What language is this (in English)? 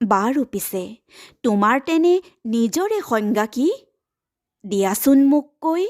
Assamese